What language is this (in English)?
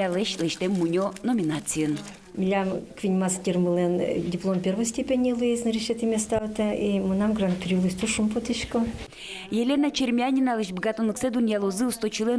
Udmurt